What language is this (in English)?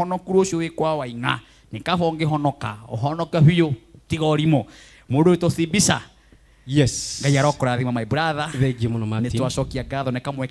Kikuyu